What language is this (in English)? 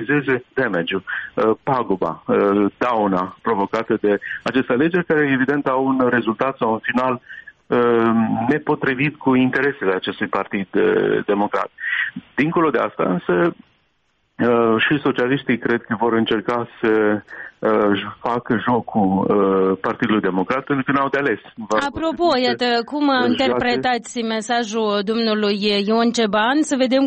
Romanian